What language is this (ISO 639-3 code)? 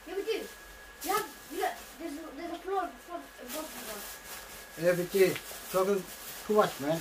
syl